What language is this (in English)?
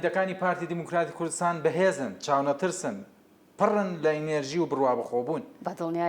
Central Kurdish